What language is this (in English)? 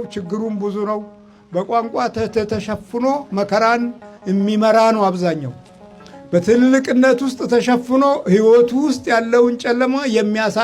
Amharic